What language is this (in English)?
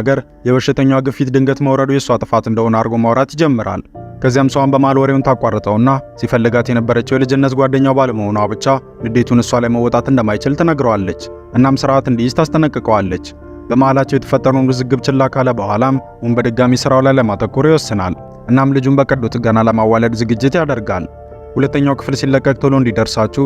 Amharic